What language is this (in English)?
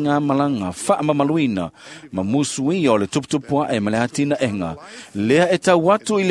Samoan